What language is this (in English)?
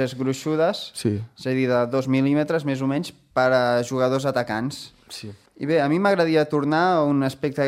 Catalan